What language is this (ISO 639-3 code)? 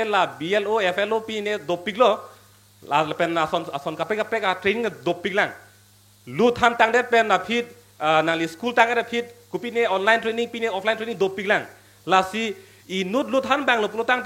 mjw